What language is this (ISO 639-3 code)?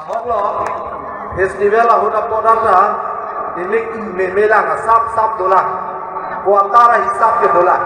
mjw